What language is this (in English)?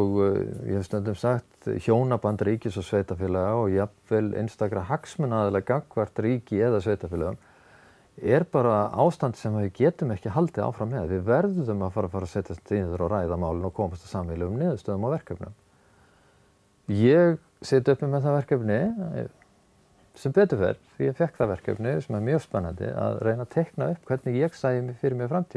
Icelandic